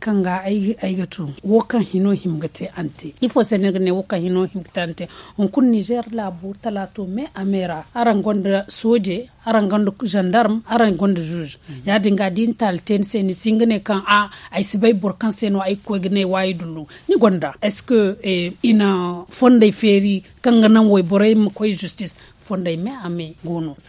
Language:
Zarma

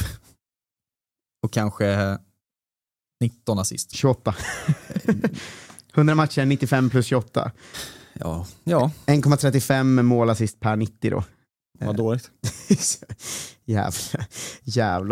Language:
Swedish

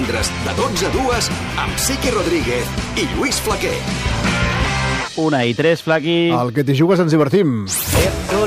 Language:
Catalan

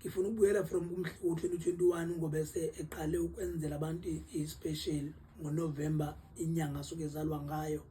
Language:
Zulu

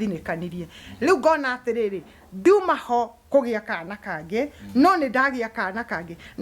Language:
Kikuyu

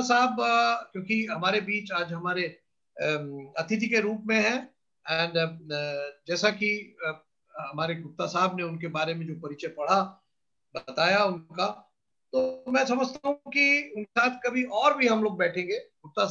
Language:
Hindi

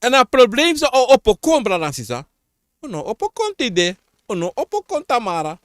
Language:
Sranan Tongo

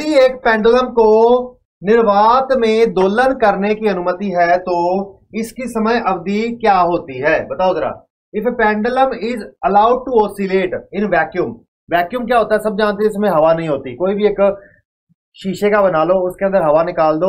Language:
Hindi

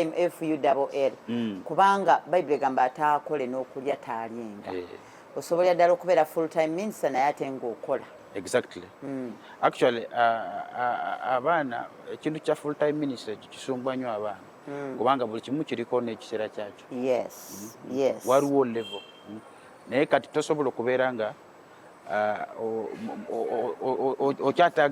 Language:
Ganda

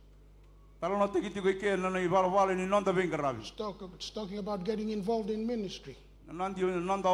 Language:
Fijian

